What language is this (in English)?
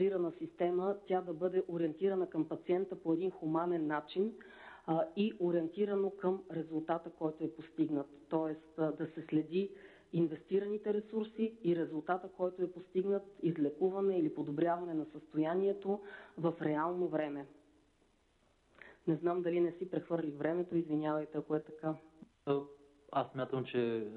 Bulgarian